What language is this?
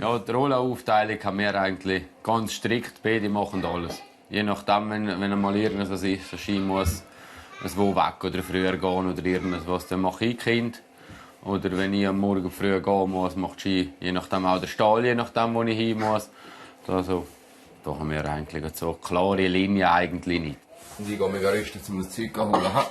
Swiss German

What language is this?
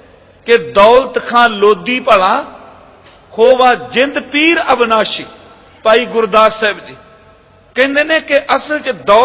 Punjabi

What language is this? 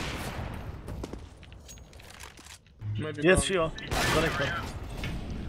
Romanian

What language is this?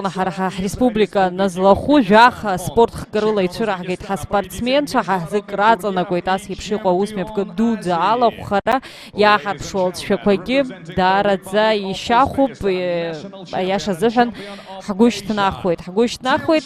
Abkhazian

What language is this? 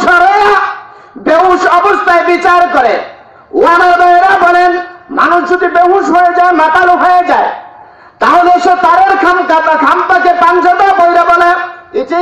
Bangla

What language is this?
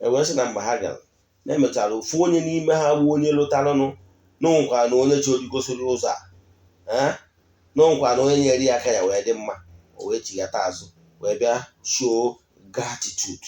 Igbo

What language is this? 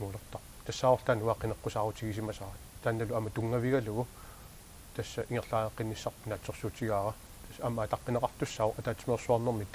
Kalaallisut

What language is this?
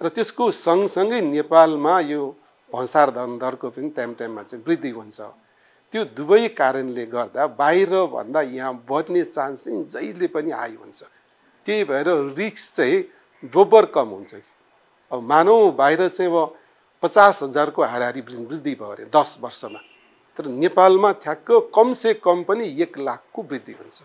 Nepali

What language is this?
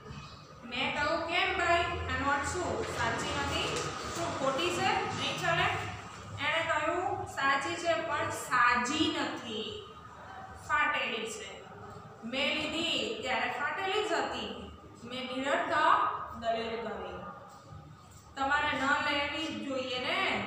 Gujarati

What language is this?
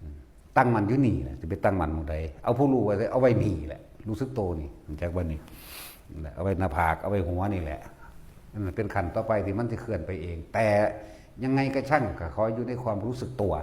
Northeastern Thai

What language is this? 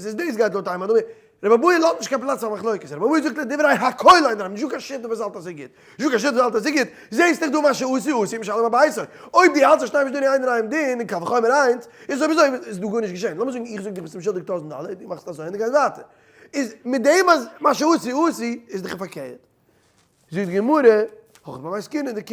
Yiddish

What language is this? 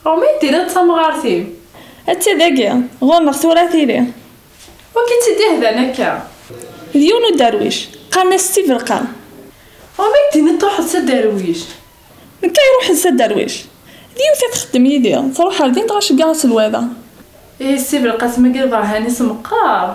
Kabyle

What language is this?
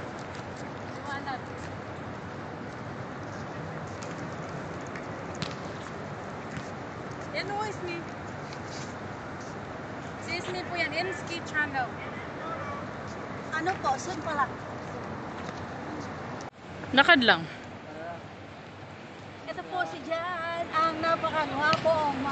Filipino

